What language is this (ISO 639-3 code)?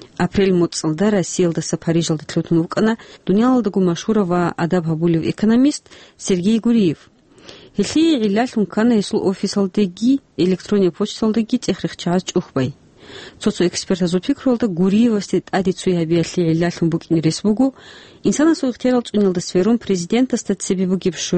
ava